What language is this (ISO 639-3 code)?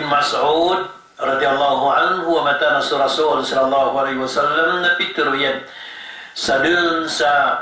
mrw